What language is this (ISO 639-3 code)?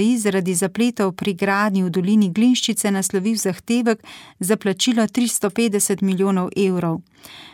slv